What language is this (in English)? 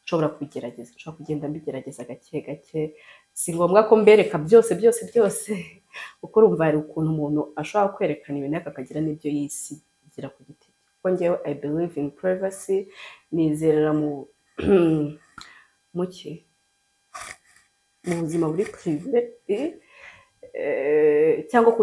Kinyarwanda